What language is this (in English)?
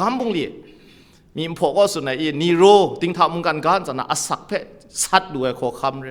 Kachin